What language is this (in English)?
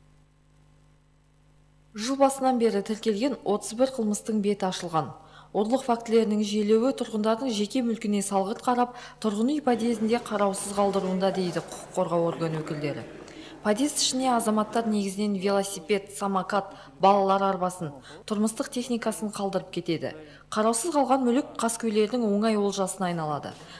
Kazakh